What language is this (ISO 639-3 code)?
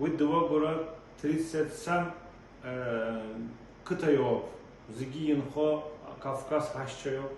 abk